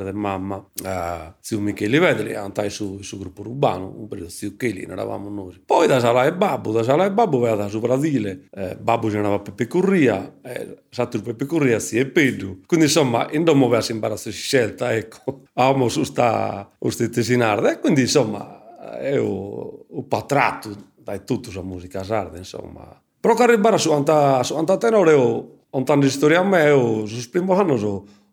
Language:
Sardinian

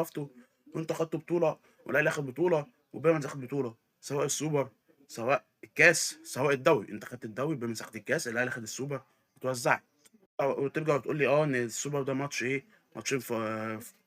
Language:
Egyptian Arabic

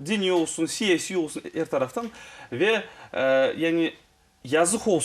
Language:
Crimean Tatar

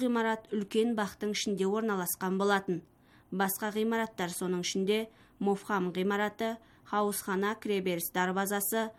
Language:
Kazakh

